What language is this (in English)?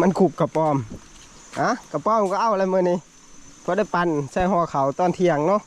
Northeastern Thai